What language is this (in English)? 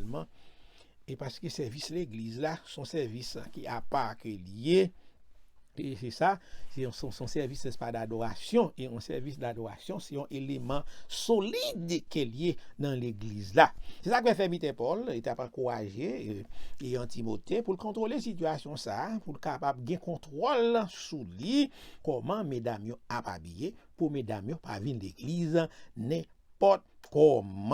Haitian Creole